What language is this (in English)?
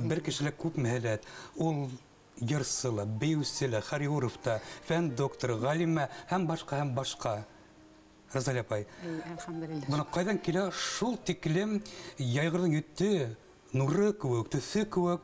Bashkir